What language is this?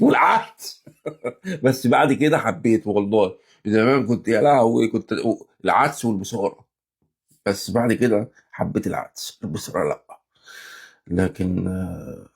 Egyptian Arabic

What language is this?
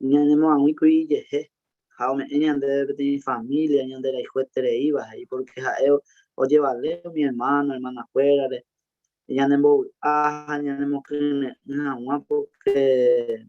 Guarani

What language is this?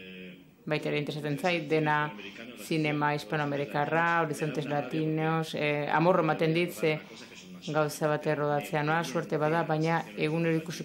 Basque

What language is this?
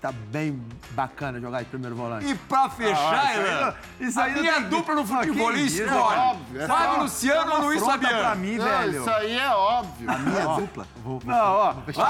Portuguese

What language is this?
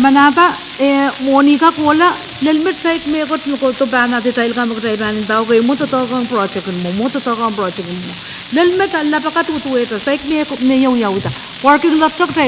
Pohnpeian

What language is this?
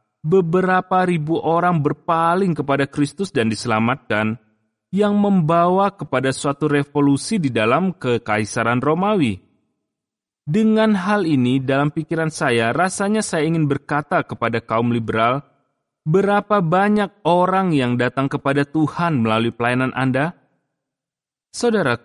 Indonesian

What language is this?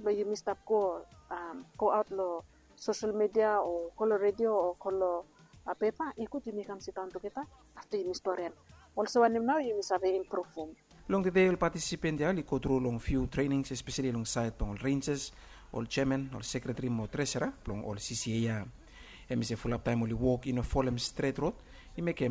Bislama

